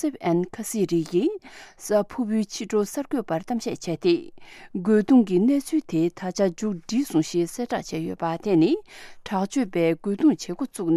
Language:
Tibetan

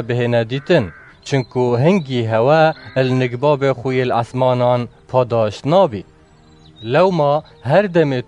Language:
Kurdish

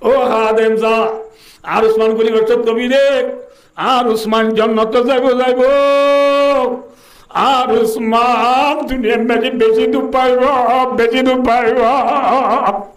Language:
Rohingya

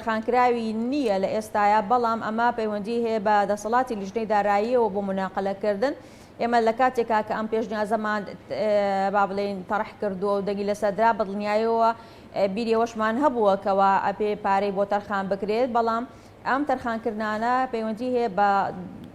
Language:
Central Kurdish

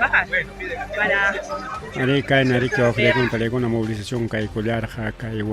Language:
Ayacucho Quechua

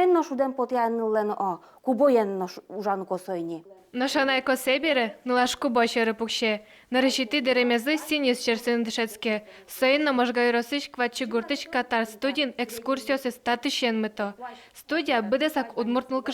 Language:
Udmurt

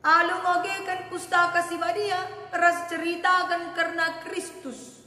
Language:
Batak Karo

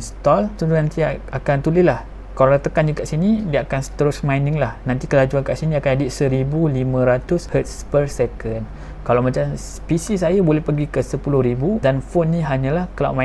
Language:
Malay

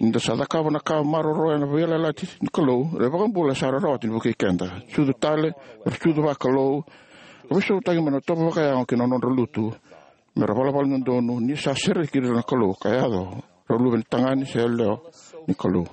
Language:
Fijian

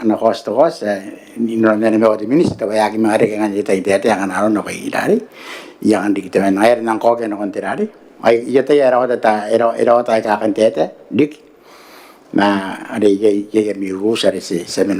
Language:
Gilbertese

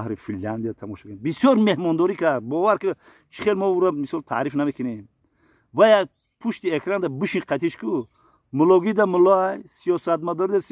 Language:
Tajik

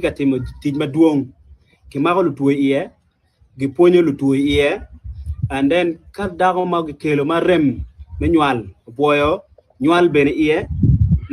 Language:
Acoli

